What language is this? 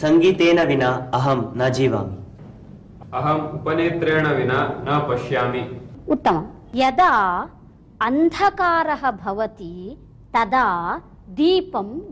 Sanskrit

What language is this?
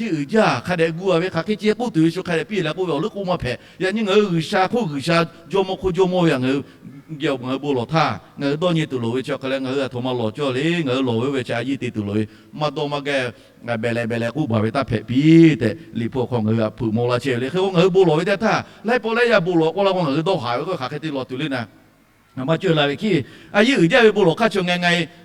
Lahu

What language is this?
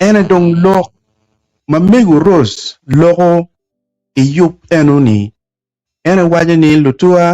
Acoli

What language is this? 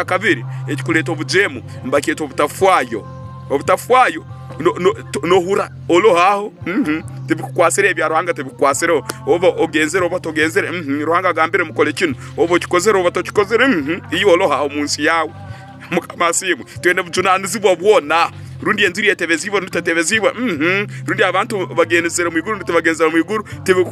Tooro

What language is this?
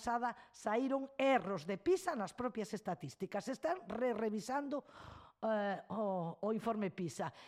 Galician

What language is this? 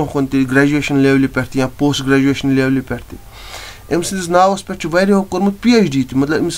Kashmiri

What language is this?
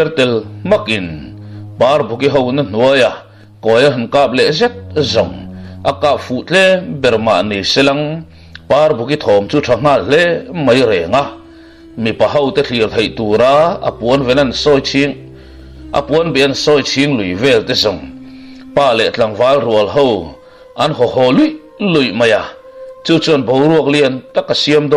Mizo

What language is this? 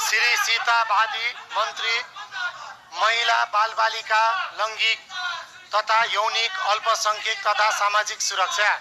Nepali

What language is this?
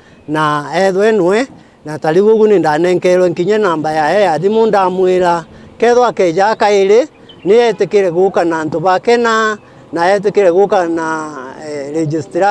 Meru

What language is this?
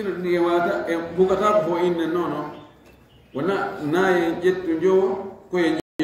Fula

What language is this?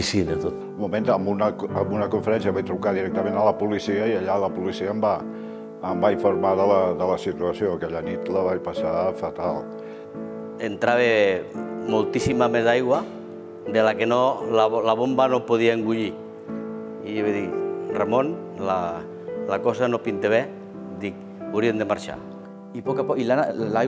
Catalan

